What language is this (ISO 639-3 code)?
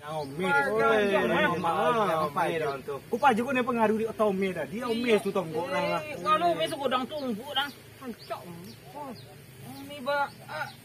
min